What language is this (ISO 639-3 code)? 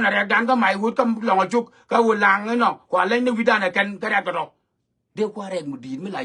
nus